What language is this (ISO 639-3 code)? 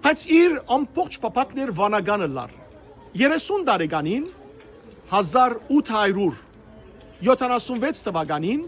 hyw